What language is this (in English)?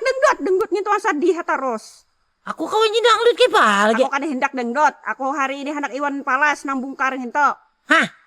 Banjar